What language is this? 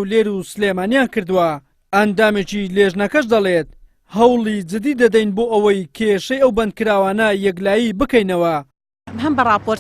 Central Kurdish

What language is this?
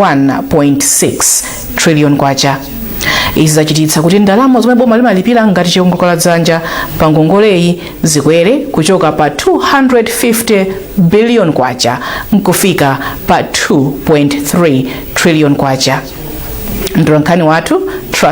Nyanja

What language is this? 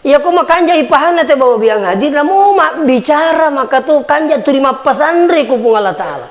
Buginese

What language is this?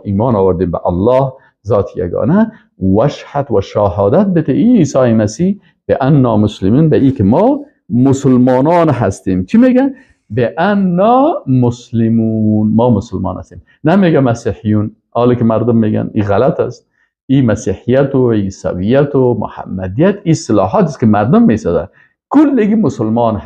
Persian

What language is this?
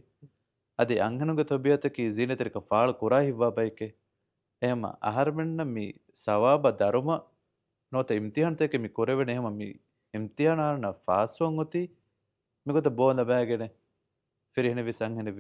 Divehi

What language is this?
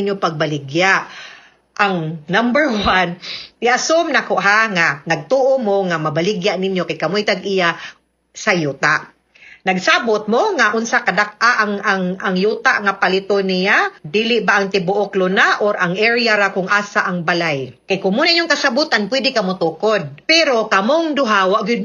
Cebuano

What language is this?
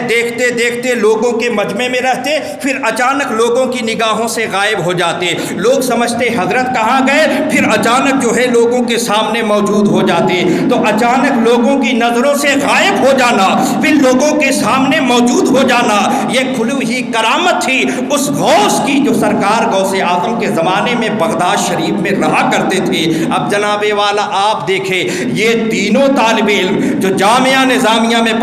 Urdu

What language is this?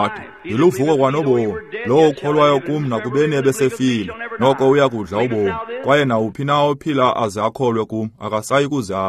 Xhosa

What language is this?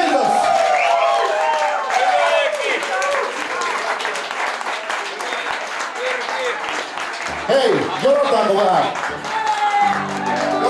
Finnish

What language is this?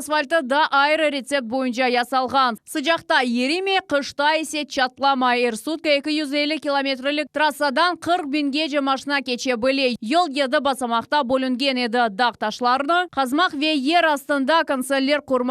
Crimean Tatar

